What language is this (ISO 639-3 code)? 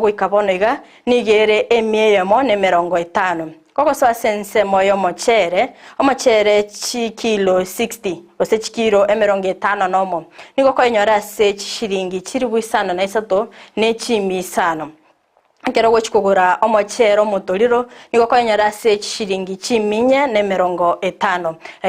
guz